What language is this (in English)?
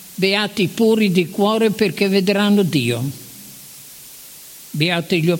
Italian